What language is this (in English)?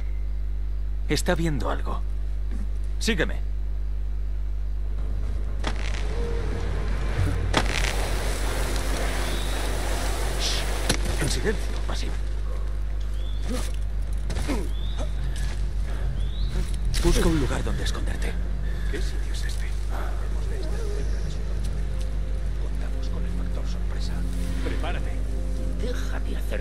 Spanish